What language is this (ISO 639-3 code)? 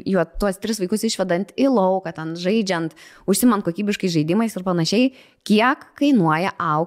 lit